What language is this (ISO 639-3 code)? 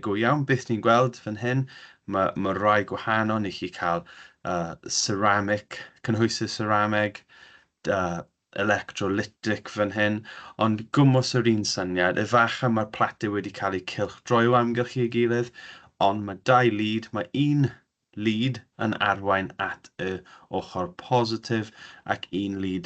cym